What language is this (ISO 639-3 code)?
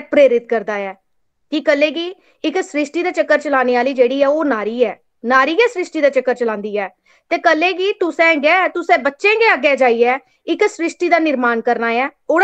doi